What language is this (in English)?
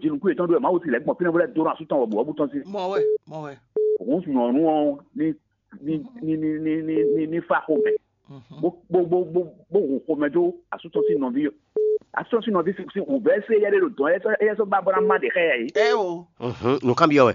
Fon